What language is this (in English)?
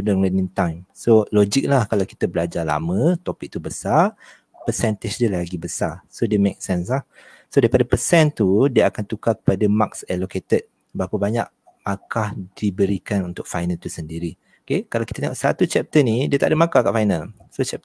Malay